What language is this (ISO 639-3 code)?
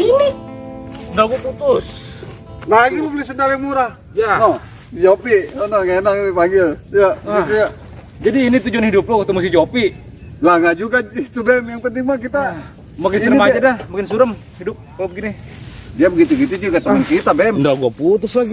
bew